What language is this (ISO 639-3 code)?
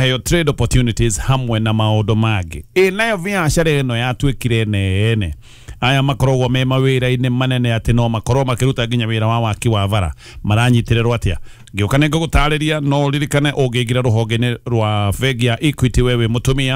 kik